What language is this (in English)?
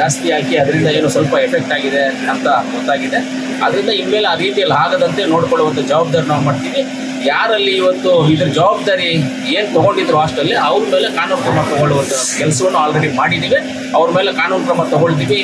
Kannada